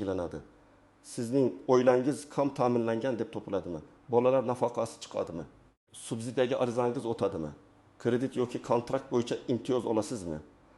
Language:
Uzbek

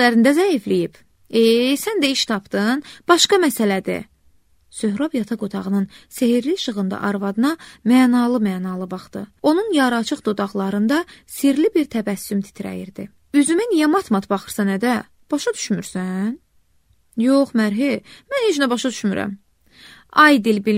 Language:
Azerbaijani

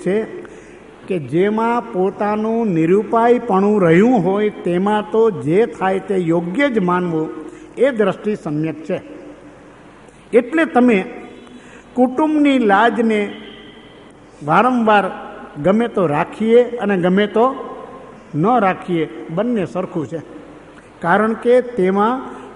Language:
Gujarati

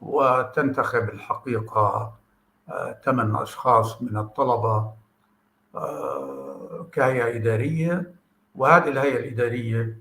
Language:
North Levantine Arabic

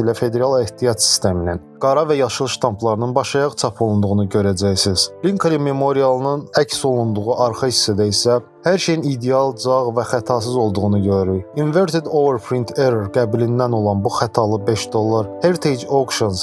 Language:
Azerbaijani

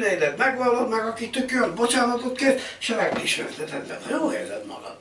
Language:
Hungarian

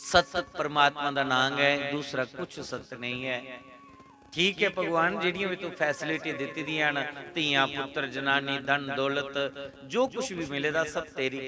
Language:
Dogri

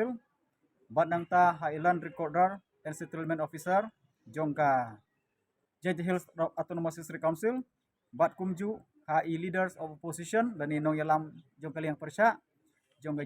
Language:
Khasi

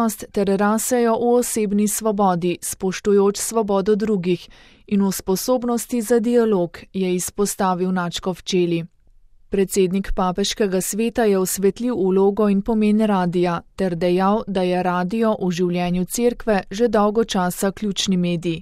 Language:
Slovenian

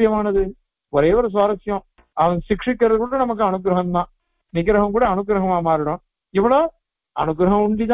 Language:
Tamil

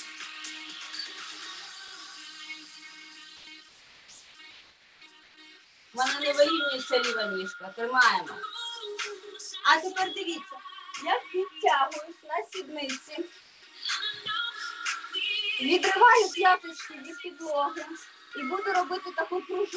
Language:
Ukrainian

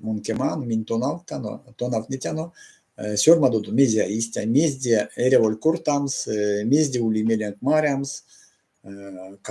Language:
Erzya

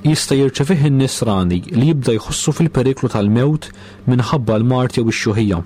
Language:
Maltese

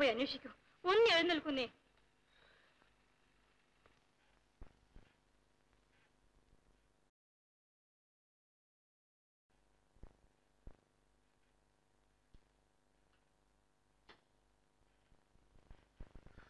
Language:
Malayalam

